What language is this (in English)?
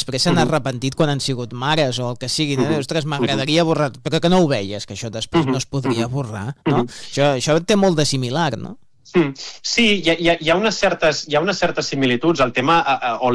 Catalan